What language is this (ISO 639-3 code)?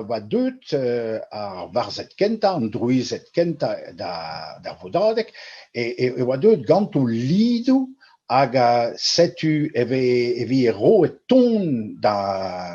bre